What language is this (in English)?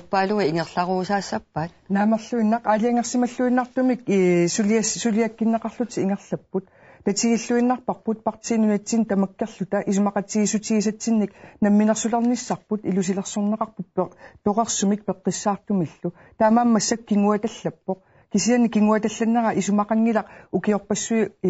Kalaallisut